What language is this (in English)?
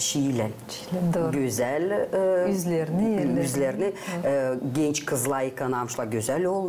Gagauz